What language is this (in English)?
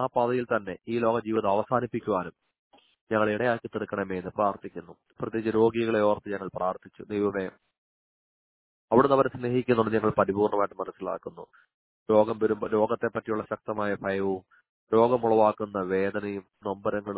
Malayalam